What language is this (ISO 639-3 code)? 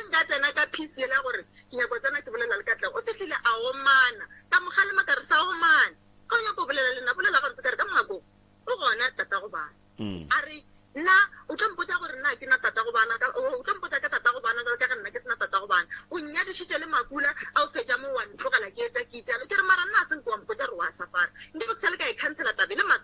nso